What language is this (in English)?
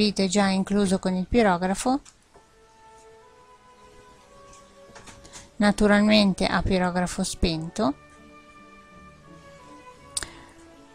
Italian